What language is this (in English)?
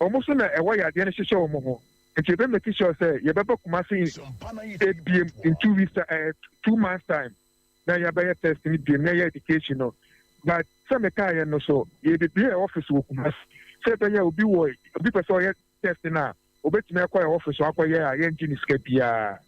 Akan